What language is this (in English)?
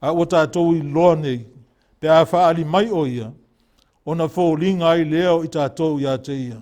Samoan